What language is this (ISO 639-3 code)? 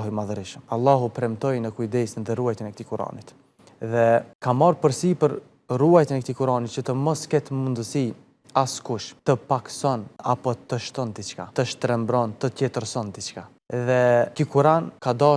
sqi